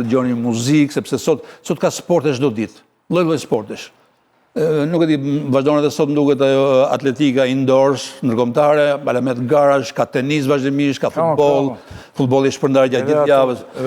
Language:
Albanian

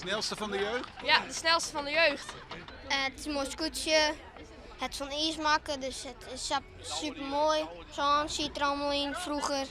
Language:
Western Frisian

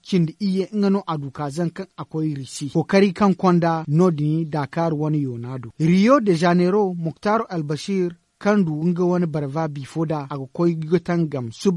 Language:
Zarma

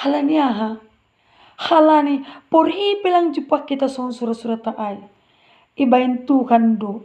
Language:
Batak Simalungun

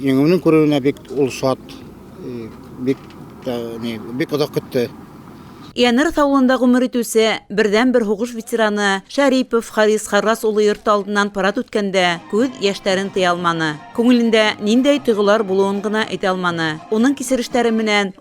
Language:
Bashkir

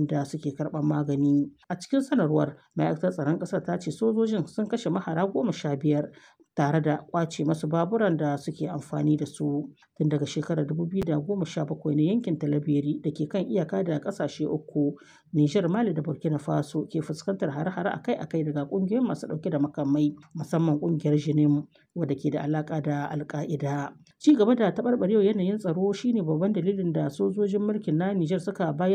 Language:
Hausa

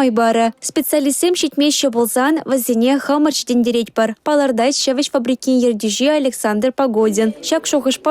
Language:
Chuvash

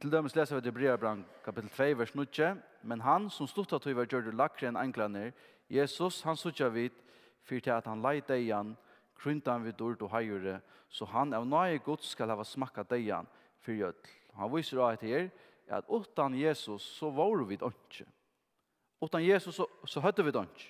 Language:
Faroese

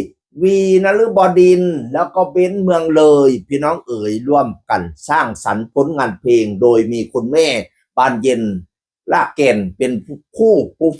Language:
Northeastern Thai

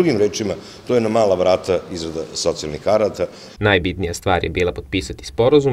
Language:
Serbian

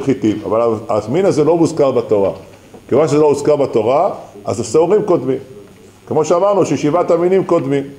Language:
Hebrew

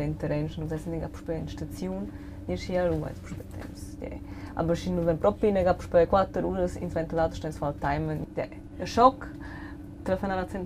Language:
Romansh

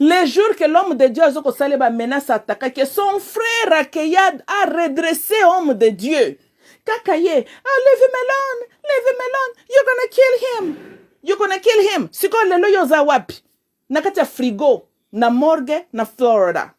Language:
Lingala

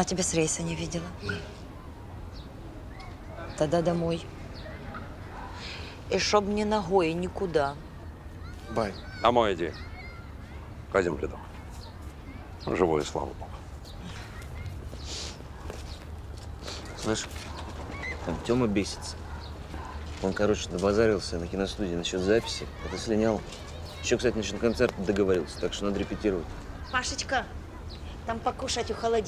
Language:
Russian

